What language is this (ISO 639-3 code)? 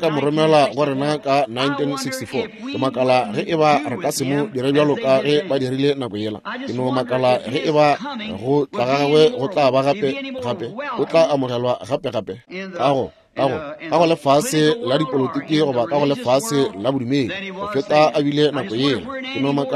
nso